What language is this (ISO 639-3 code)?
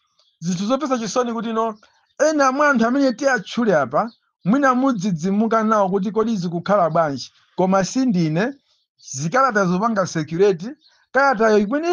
nya